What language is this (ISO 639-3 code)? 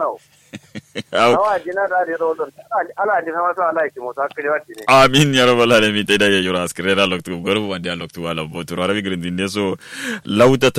kau